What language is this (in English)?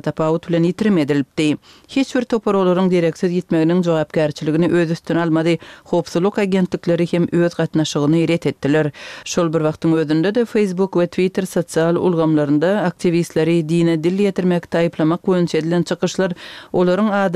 Turkmen